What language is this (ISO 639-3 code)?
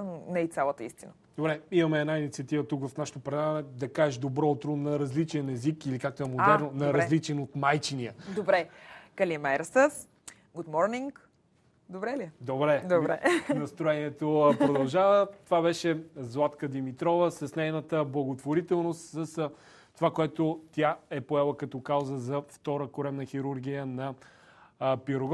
bul